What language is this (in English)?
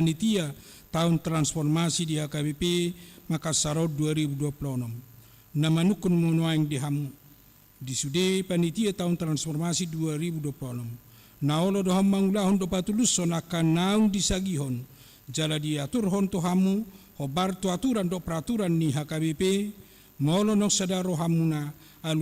Batak Toba